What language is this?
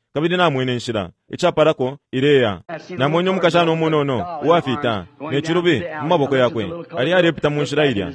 Bemba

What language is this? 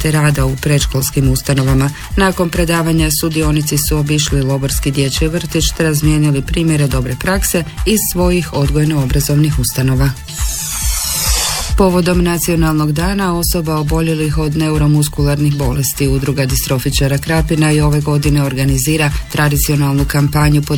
Croatian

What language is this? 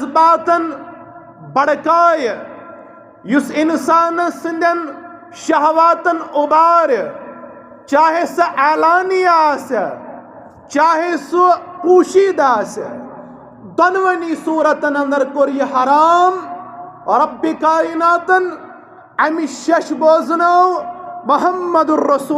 Kashmiri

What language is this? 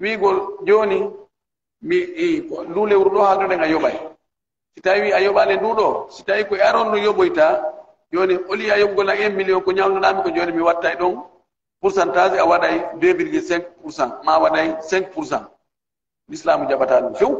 Pular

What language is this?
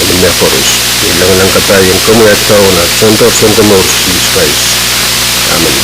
Pohnpeian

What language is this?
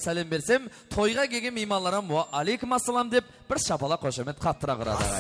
Kara-Kalpak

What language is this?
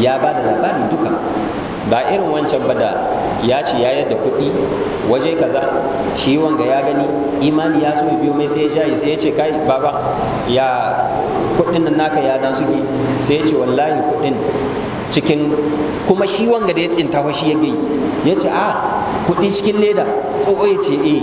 Hausa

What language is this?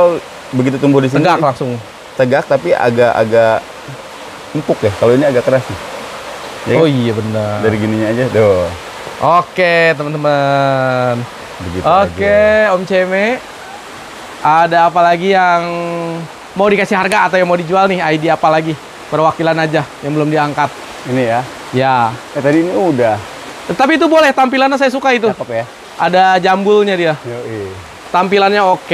Indonesian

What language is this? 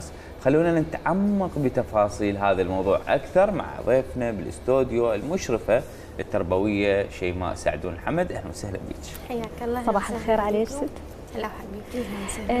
Mesopotamian Arabic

